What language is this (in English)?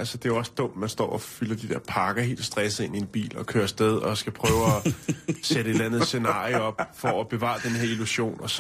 Danish